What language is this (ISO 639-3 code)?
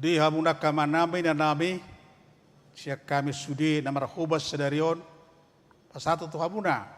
bbc